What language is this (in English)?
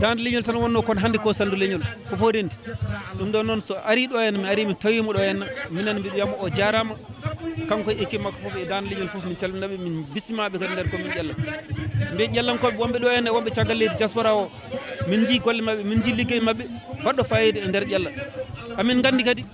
Fula